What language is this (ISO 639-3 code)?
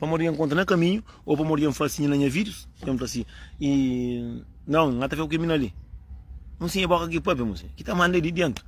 kea